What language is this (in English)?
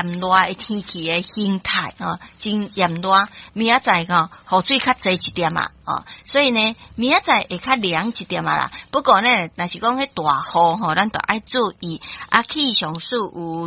Min Nan Chinese